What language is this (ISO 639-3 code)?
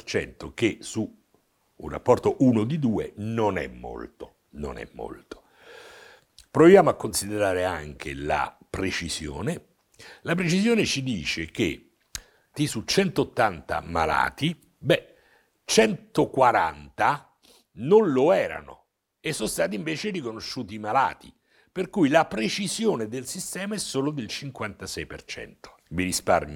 ita